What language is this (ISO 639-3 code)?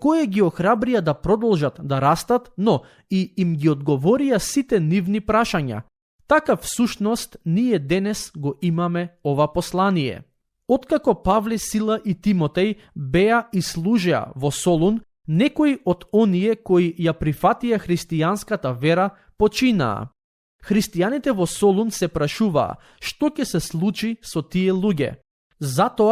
mkd